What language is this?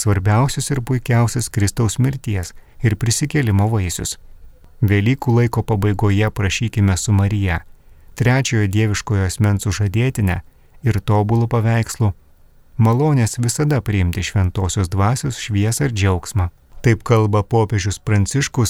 Lithuanian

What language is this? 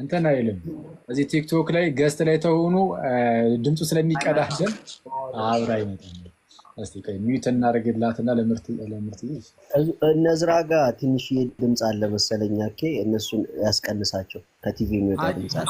Amharic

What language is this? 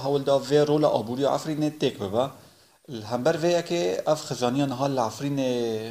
Kurdish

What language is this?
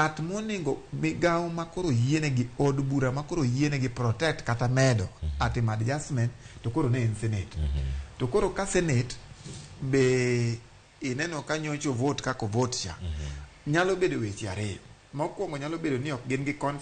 Luo (Kenya and Tanzania)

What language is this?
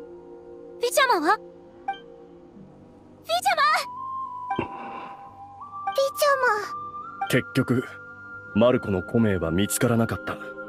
Japanese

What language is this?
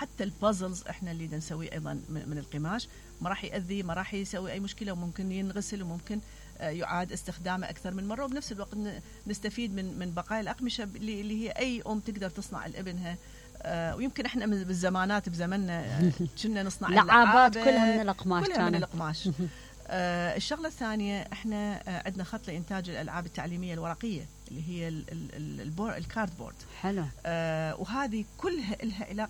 Mesopotamian Arabic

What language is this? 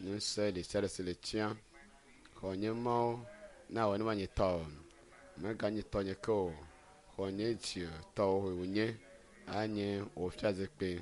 Ewe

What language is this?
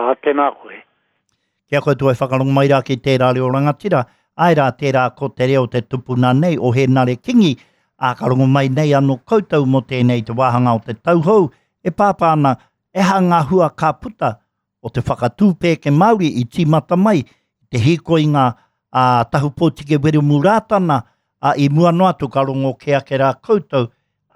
Māori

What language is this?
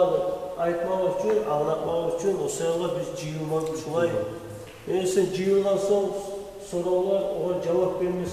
Kumyk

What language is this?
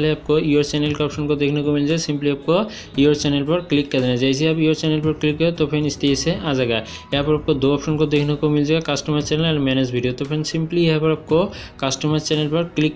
Hindi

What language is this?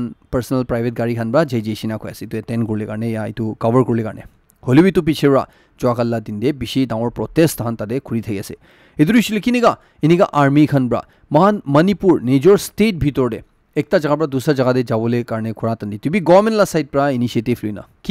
Naga Pidgin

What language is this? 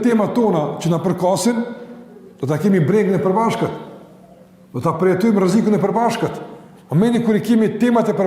Albanian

